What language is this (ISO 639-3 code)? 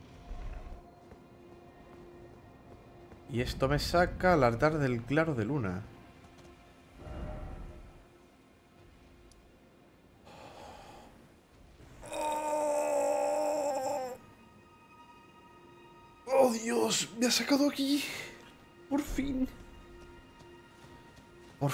spa